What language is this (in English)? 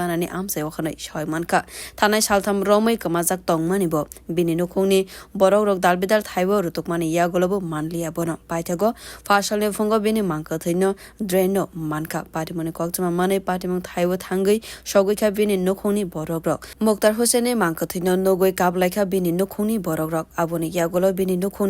Kok Borok